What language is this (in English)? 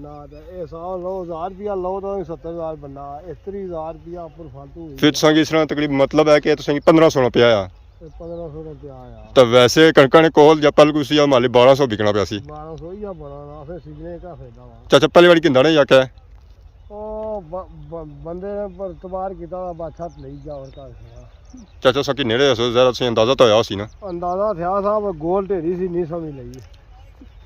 Pahari-Potwari